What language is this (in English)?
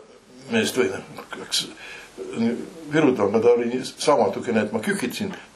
Estonian